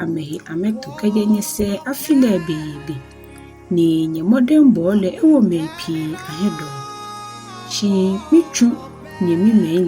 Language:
Ga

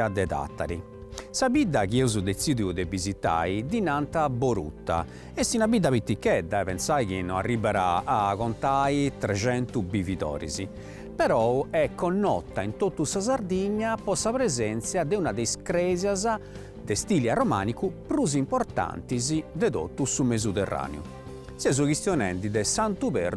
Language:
Sardinian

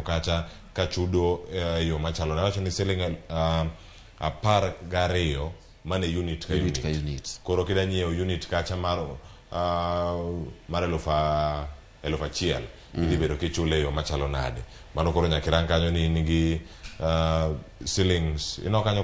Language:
Luo (Kenya and Tanzania)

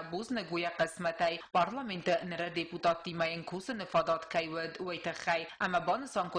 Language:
Ossetic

